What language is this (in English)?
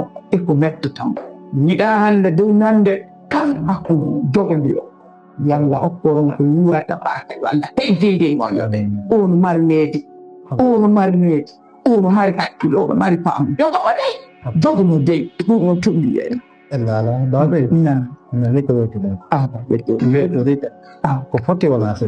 Fula